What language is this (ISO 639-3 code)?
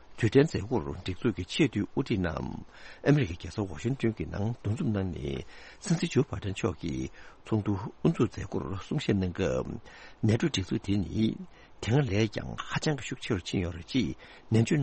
bod